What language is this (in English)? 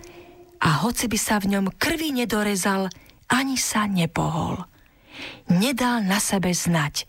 Slovak